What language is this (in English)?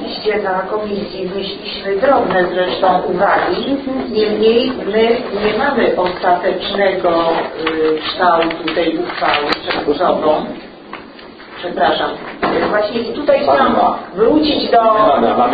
Polish